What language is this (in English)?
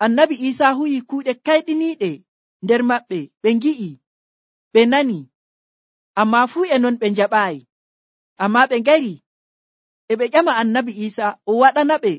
Nigerian Fulfulde